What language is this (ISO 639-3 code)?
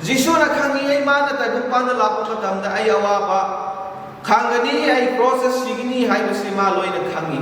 mni